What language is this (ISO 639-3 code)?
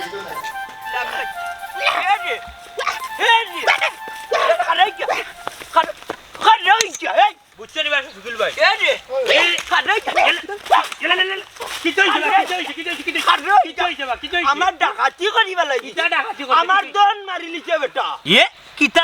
syl